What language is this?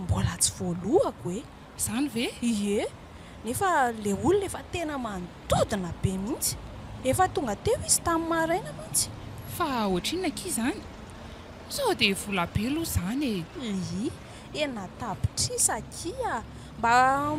Malagasy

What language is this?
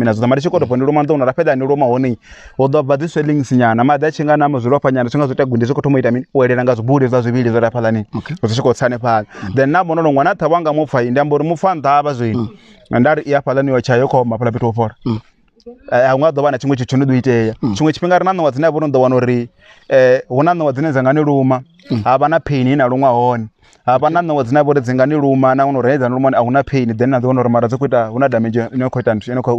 Venda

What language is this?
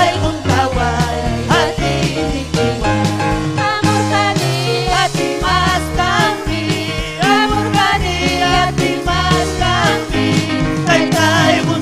Ayacucho Quechua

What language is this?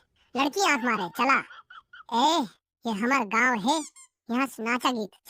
Chhattisgarhi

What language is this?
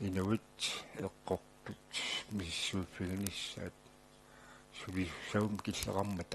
Kalaallisut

